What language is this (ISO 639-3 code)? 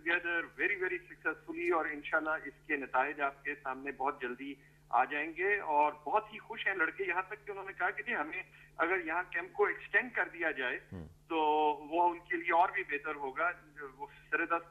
urd